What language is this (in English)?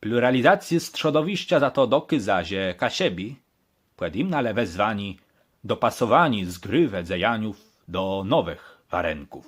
Kashubian